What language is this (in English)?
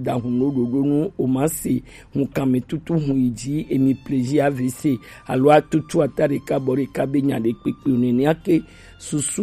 Gen